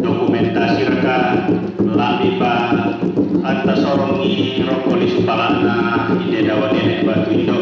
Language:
Toraja-Sa'dan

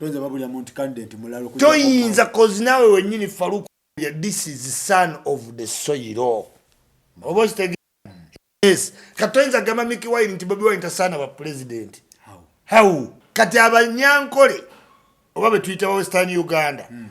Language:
Ganda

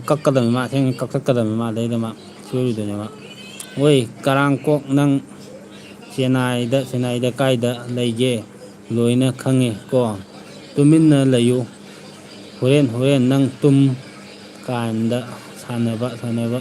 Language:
Manipuri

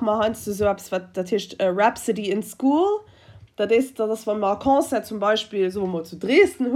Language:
Luxembourgish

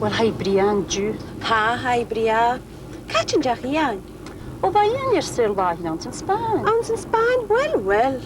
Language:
Scottish Gaelic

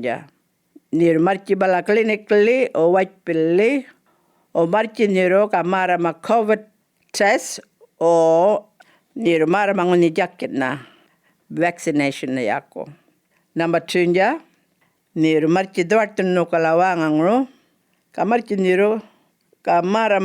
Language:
Djambarrpuyngu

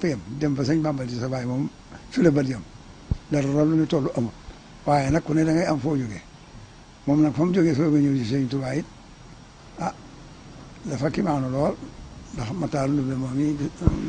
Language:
Wolof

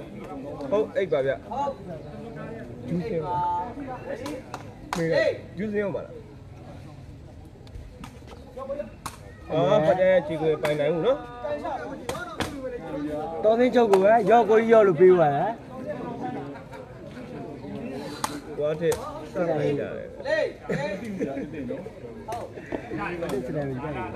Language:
Burmese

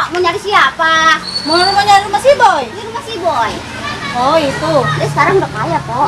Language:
Betawi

